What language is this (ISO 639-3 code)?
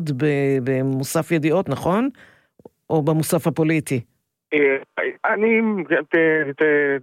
heb